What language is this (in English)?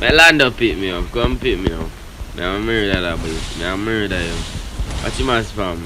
Jamaican Creole English